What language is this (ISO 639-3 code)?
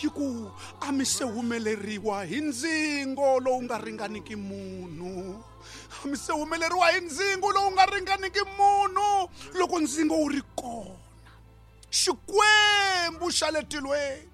tso